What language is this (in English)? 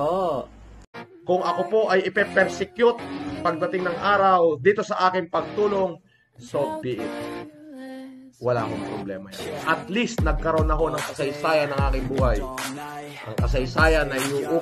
Filipino